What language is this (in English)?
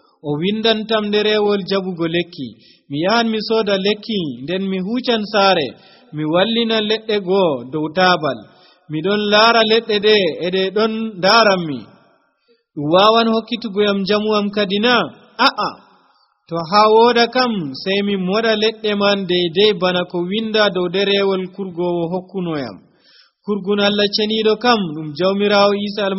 Nigerian Fulfulde